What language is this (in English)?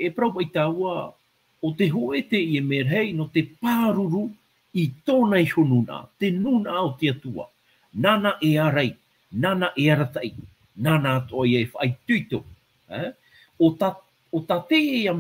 Tahitian